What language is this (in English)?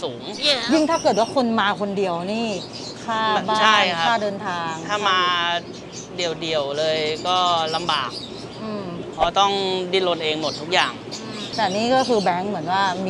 Thai